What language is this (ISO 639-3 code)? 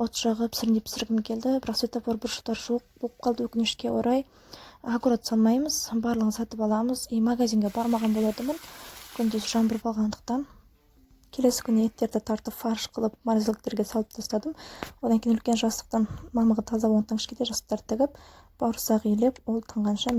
kaz